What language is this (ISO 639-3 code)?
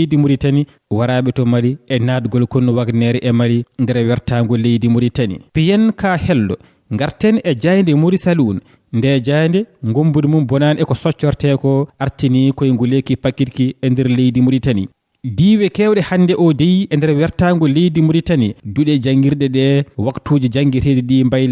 ful